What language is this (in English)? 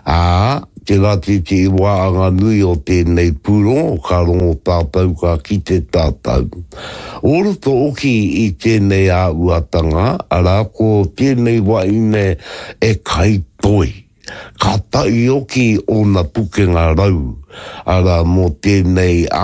Māori